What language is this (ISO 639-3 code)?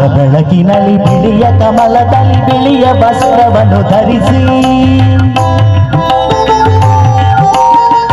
kan